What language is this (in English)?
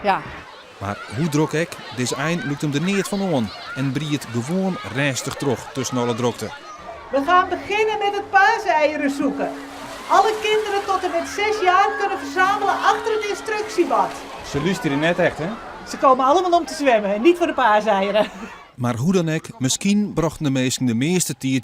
Western Frisian